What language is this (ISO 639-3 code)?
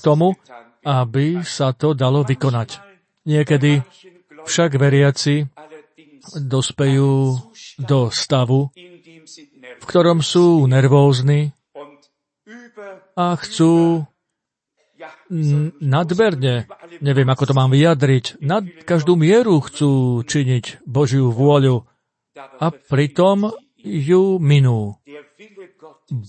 slk